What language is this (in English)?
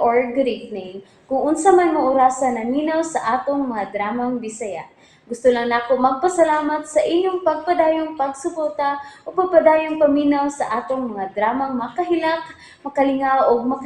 Cebuano